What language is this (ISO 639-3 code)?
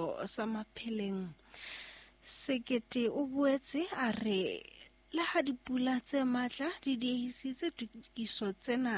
sot